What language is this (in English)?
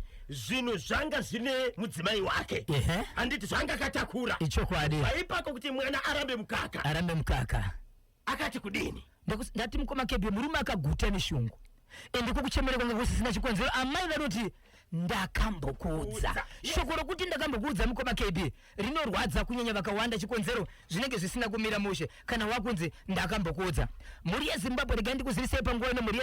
Shona